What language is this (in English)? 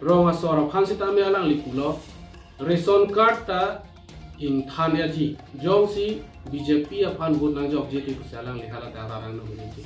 Karbi